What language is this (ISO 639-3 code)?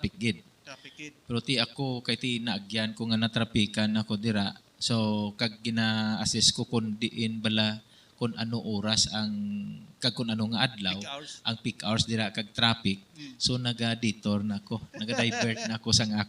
hil